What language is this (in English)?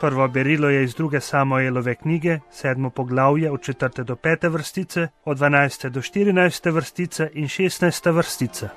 Slovenian